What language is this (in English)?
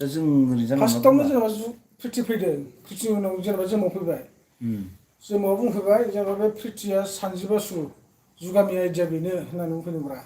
Bodo